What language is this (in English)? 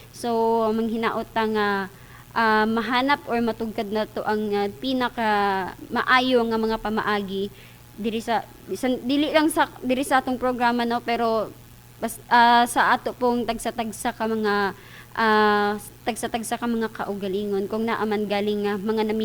Cebuano